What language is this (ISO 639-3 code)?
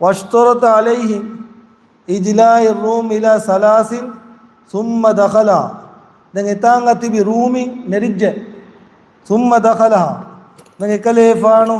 div